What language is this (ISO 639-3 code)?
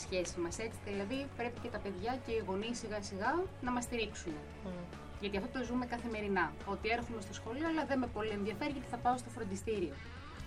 ell